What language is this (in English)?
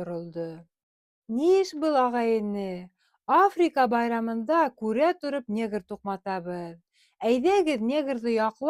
Bashkir